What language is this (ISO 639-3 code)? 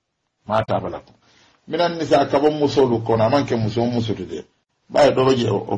man